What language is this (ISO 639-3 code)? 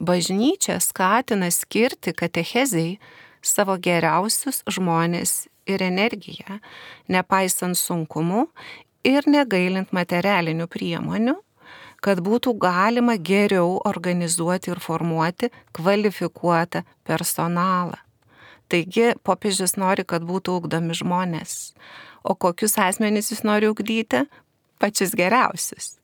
lit